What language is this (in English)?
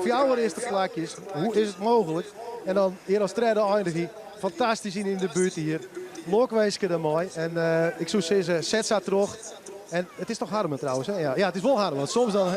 Western Frisian